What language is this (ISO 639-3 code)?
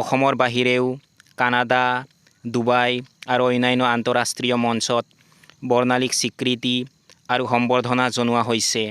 asm